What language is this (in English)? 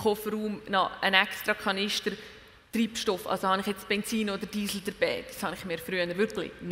German